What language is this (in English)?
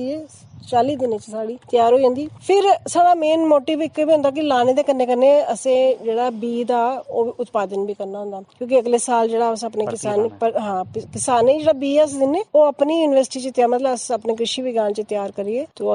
Dogri